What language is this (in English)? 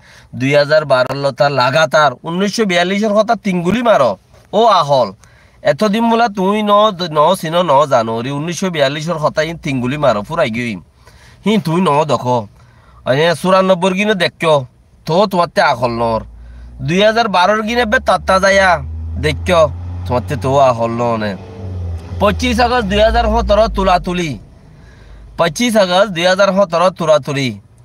Rohingya